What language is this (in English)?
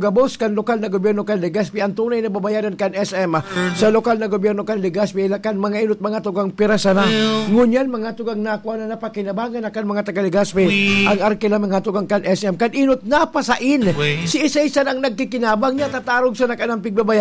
Bikol